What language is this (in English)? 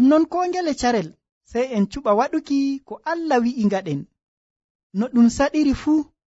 Nigerian Fulfulde